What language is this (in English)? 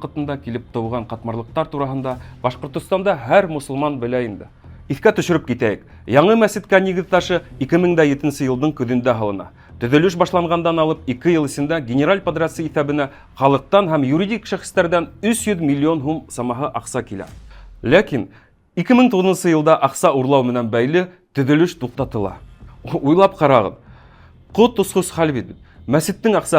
Bashkir